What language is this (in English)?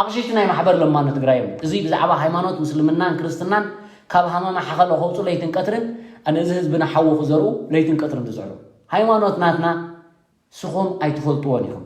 Tigrinya